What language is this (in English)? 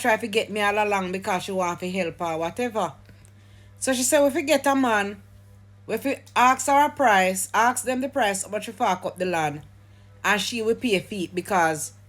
Jamaican Creole English